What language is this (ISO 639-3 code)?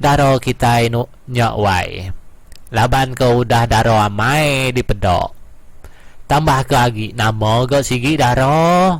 iba